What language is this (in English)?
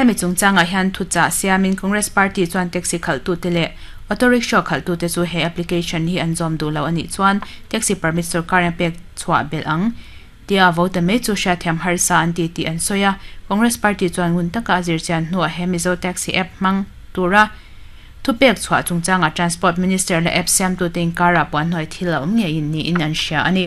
Mizo